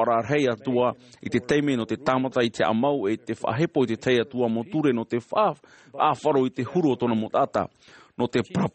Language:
Tahitian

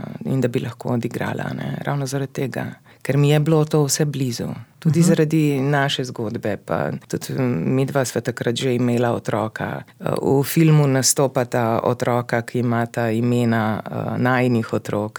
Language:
Slovenian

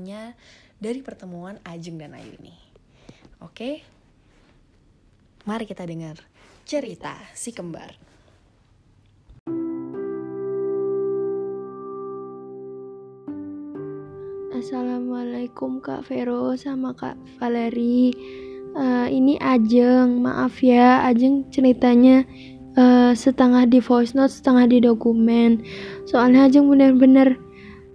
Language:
Indonesian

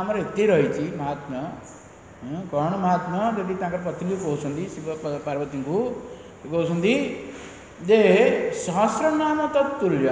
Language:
Odia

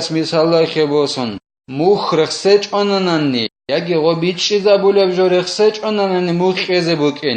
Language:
Avaric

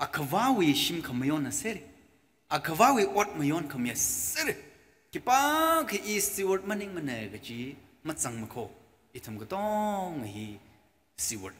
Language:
Tangkhul Naga (India)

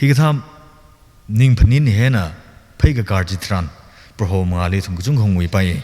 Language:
Tangkhul Naga (India)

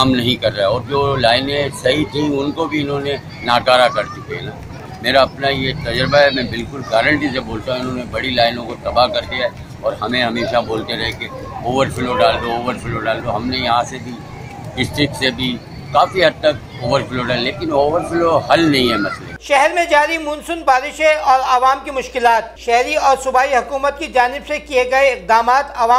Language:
Urdu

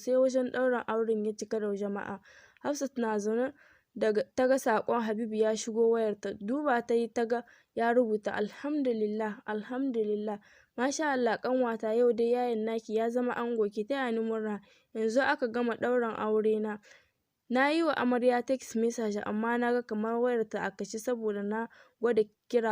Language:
Hausa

